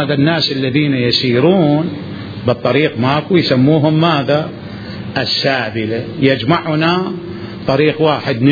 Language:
Mesopotamian Arabic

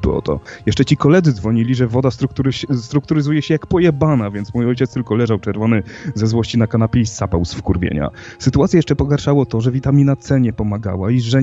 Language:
Polish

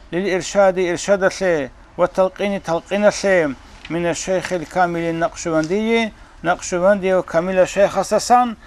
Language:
Avaric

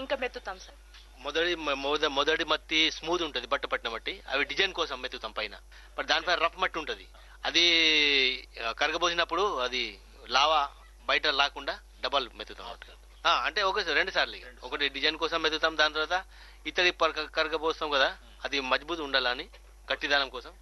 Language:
Telugu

